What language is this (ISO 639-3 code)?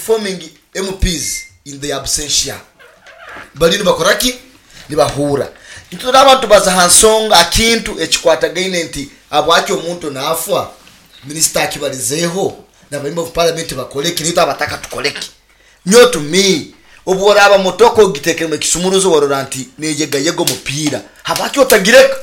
nyo